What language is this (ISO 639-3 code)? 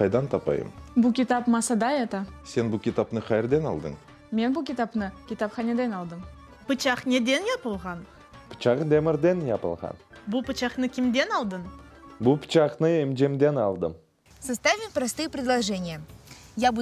crh